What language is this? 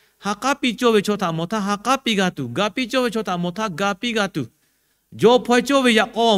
Lahu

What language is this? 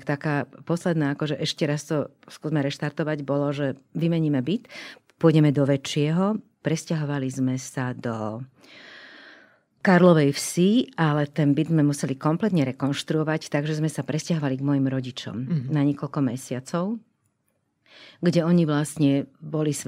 Slovak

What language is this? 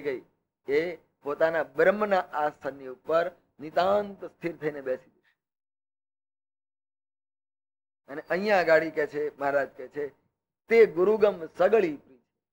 Gujarati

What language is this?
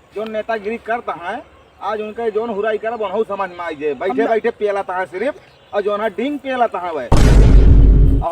Awadhi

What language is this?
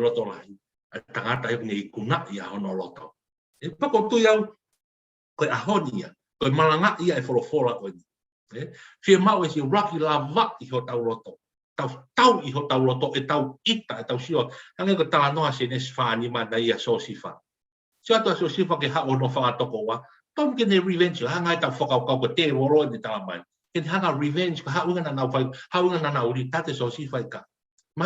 Tongan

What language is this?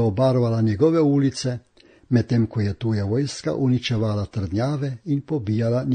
Slovenian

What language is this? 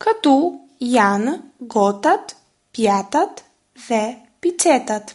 Albanian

